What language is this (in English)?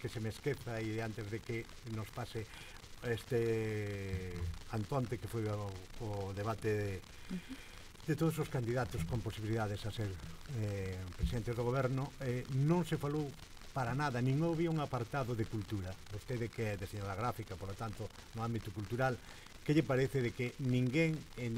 Galician